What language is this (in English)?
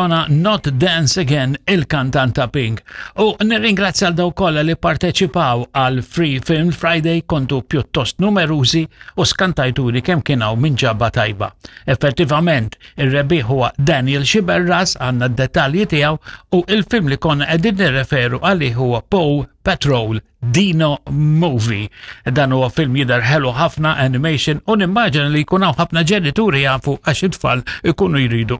Maltese